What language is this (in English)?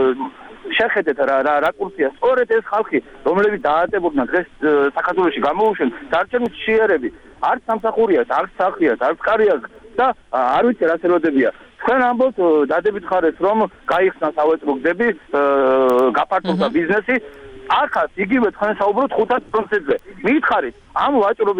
Georgian